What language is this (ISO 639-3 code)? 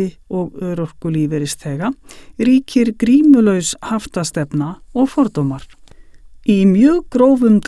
isl